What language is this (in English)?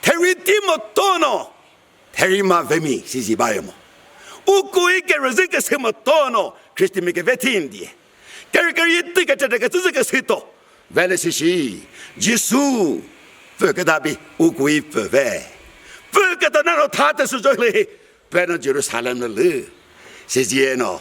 Chokri Naga